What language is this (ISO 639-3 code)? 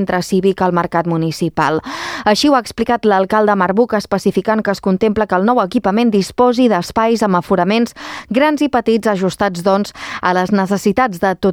cat